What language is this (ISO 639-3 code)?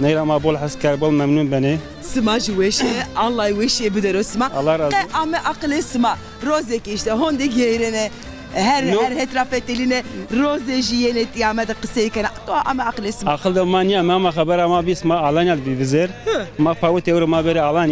zza